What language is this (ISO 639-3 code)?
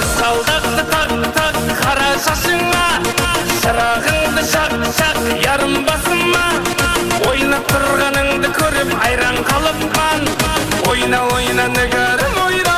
kaa